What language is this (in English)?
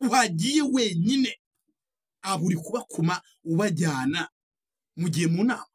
Kinyarwanda